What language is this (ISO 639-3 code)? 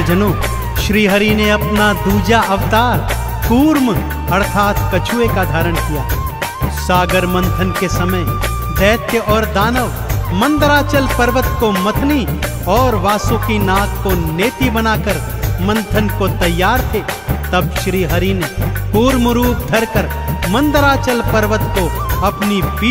hin